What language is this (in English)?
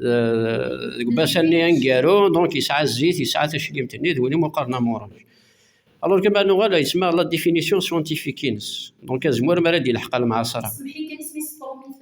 Kabyle